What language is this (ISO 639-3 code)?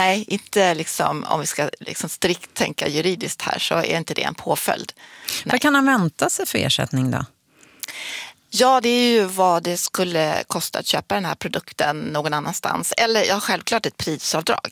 swe